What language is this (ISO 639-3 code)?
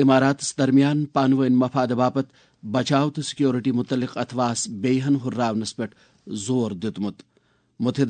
kas